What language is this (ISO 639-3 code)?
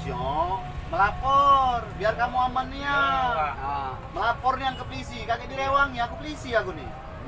mui